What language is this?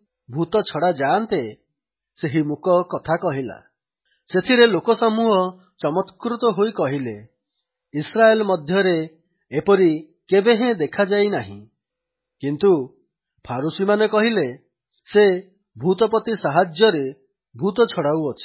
Odia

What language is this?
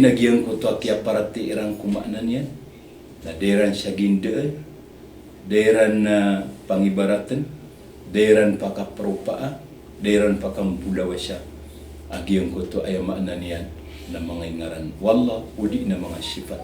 Maranao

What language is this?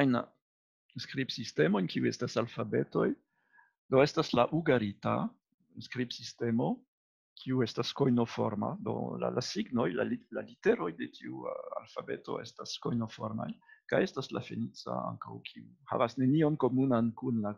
Esperanto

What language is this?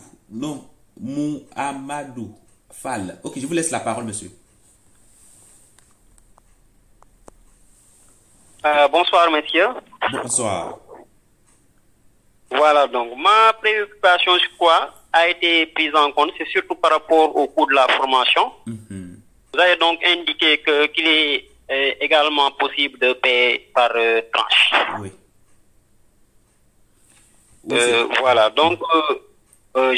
French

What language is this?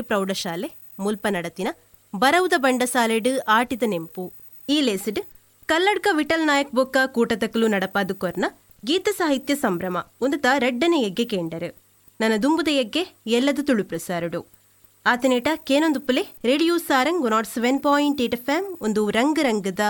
Tulu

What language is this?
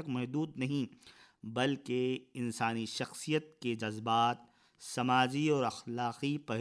Urdu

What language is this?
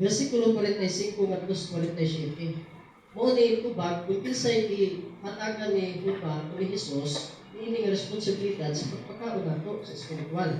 Cebuano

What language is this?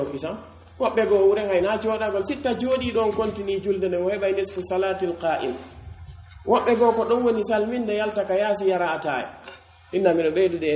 Pular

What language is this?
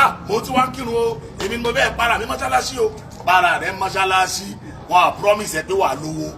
Yoruba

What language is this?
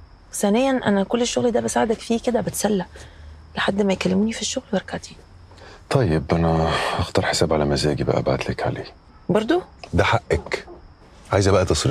Egyptian Arabic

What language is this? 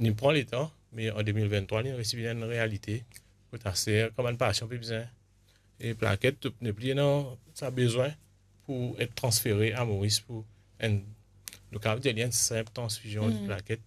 Morisyen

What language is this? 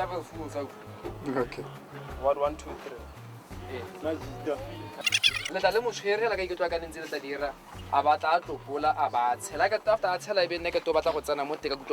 Tswana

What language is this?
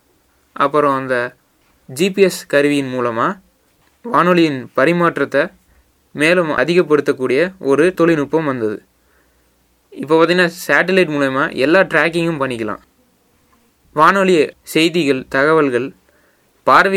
Tamil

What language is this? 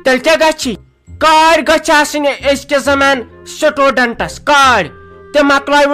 Kashmiri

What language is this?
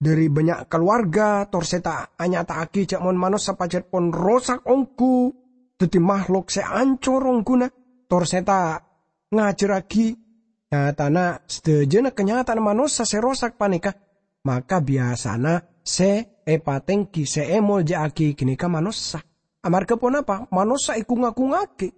Madurese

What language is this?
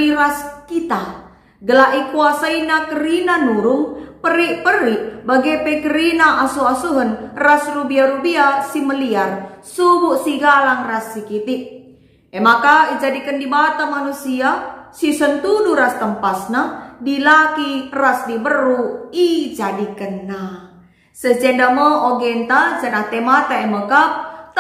Batak Karo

